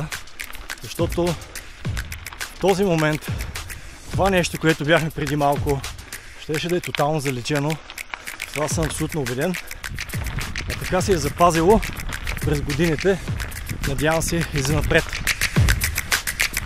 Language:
Bulgarian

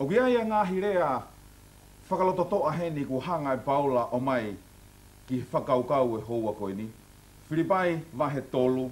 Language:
Tongan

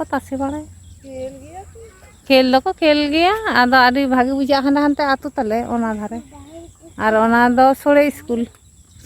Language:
Santali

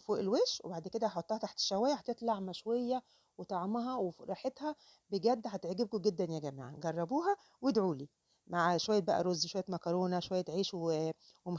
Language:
Egyptian Arabic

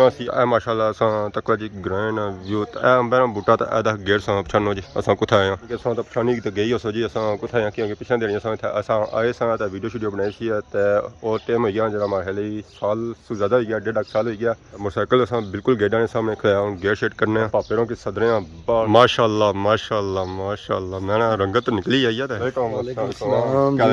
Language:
Pahari-Potwari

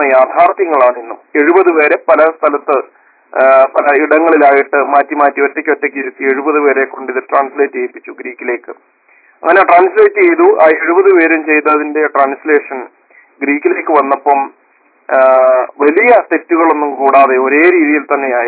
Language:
Malayalam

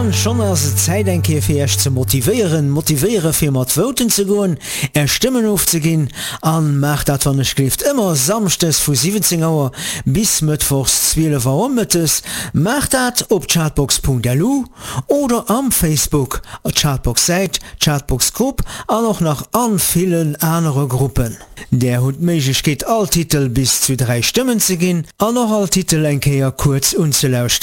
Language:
Luxembourgish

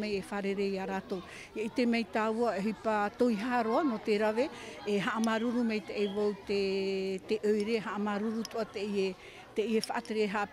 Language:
Tahitian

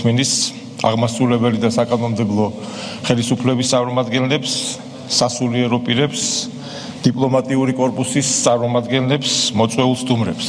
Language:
Georgian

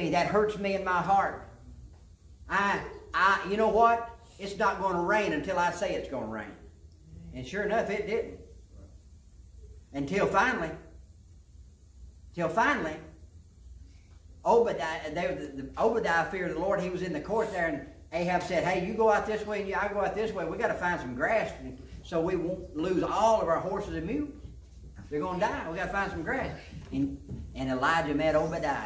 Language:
English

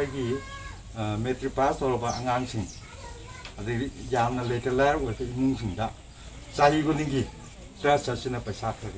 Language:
Manipuri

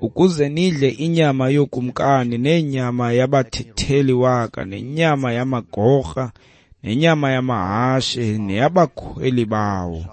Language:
Xhosa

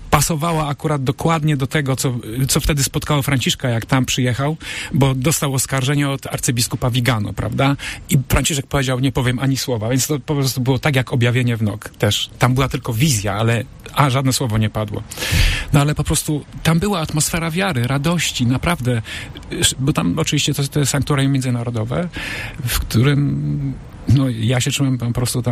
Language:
Polish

